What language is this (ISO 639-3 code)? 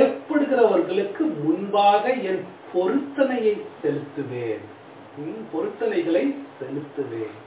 tam